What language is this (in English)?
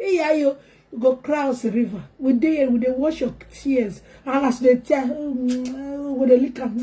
Nigerian Pidgin